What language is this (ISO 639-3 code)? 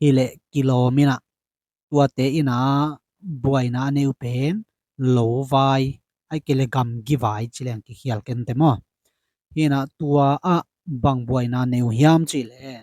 ctd